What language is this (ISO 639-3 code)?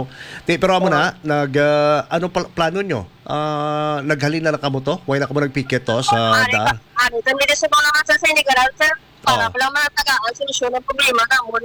hil